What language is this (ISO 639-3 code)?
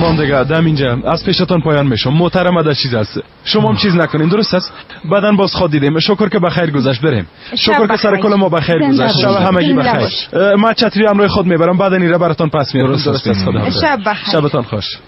fas